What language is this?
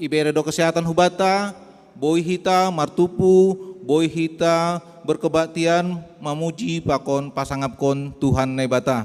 Batak Simalungun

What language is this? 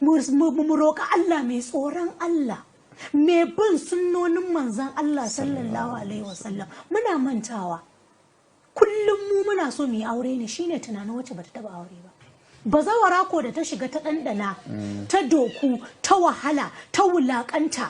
Hausa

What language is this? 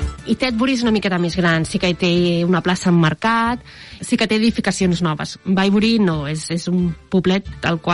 Catalan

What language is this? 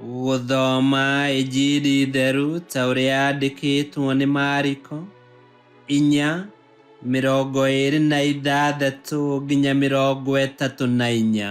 Kikuyu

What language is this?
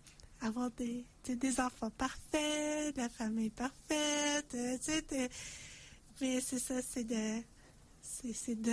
French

